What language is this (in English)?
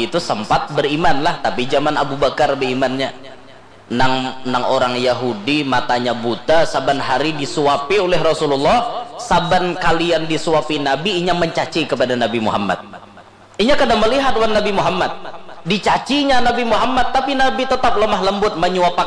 Banjar